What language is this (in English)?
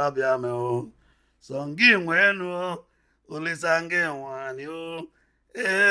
Igbo